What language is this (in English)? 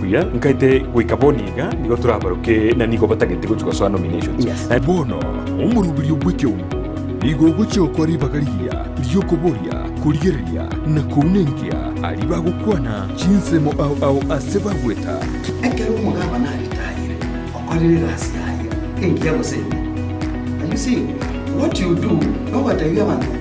Gusii